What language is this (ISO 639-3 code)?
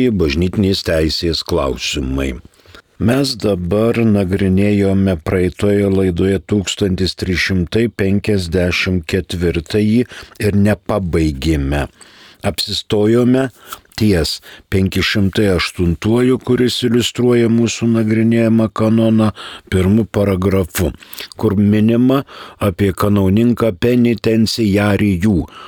lit